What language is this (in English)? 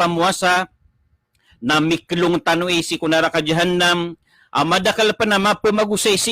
Maranao